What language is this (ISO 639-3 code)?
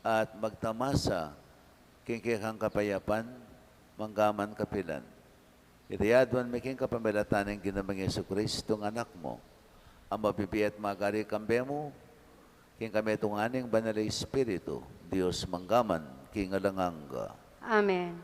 pam